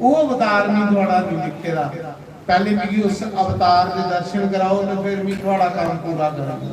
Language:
Dogri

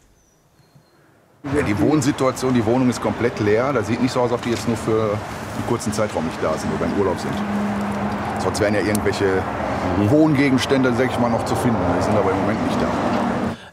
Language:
German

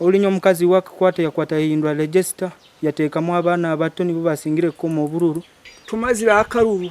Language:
Nyankole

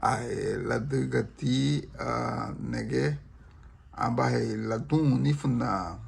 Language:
Garifuna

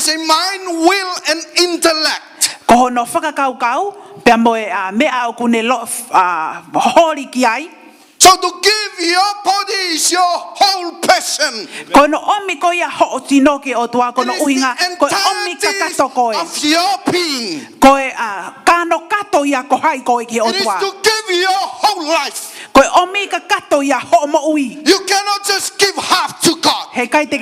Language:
Tongan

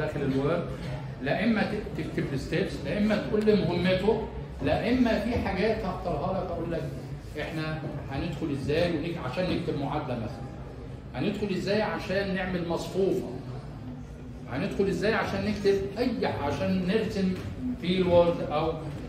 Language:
Egyptian Arabic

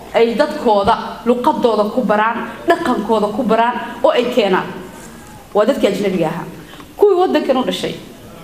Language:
Somali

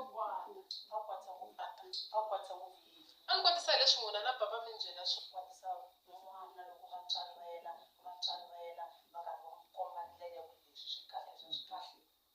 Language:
Tsonga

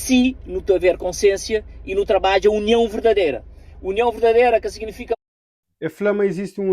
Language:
Kabuverdianu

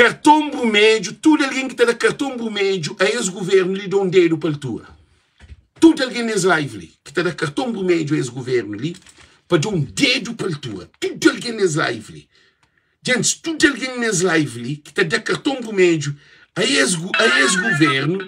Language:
Kabuverdianu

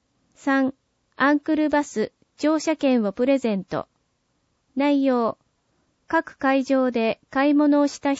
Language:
Japanese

